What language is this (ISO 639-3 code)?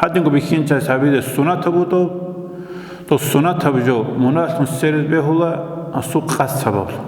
ava